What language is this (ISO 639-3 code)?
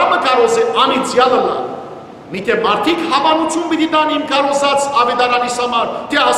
hyw